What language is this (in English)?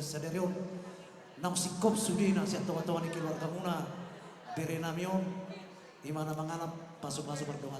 Batak Toba